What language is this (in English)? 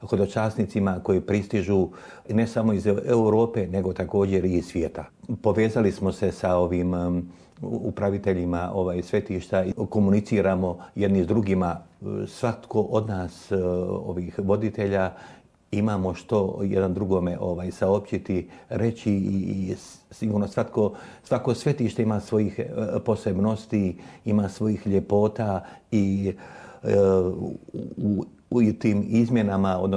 Croatian